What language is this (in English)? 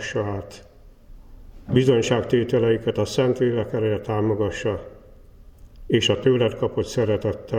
Hungarian